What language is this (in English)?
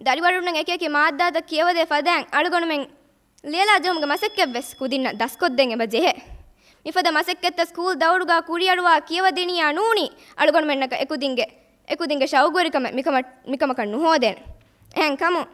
Divehi